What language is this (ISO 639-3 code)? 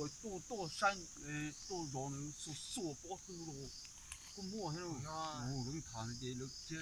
hmn